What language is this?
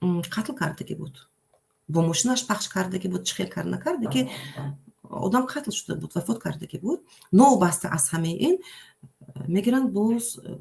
Tajik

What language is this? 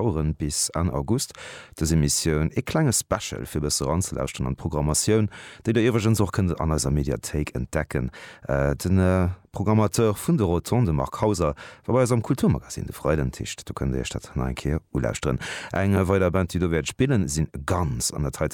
Luxembourgish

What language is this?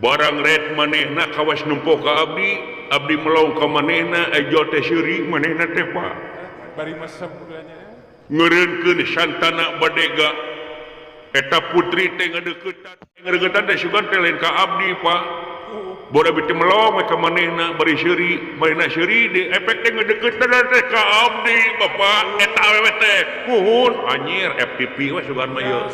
Sundanese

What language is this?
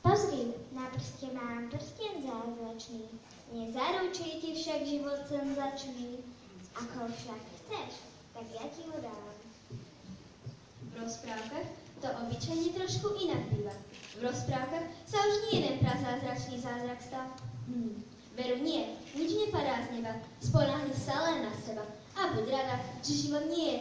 Slovak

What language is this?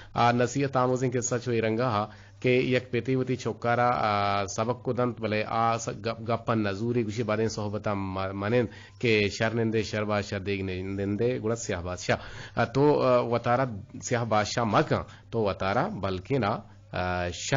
Eastern Balochi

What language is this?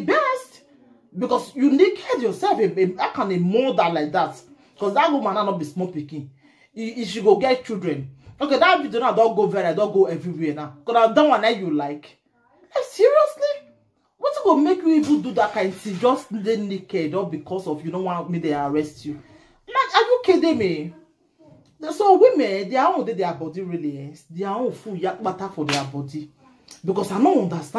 Nigerian Pidgin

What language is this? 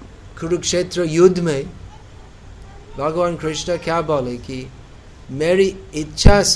Hindi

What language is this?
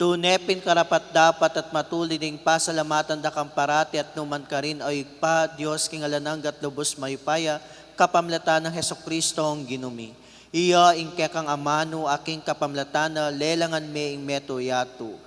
Pampanga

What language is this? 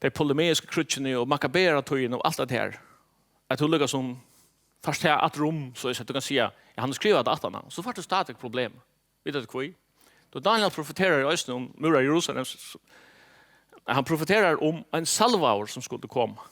Faroese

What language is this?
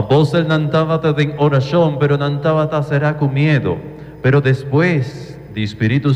Papiamento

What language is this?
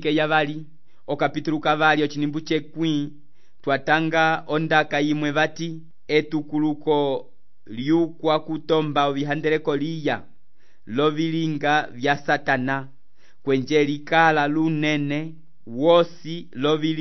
Umbundu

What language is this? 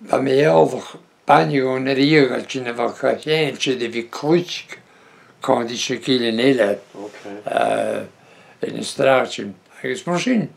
Breton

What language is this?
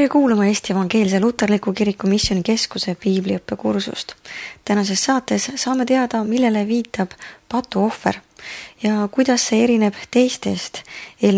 Estonian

